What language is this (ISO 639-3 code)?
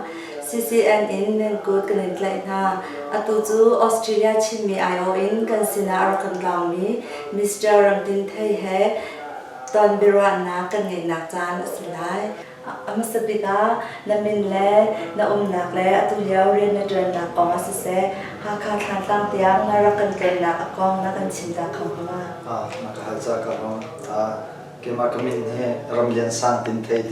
cnh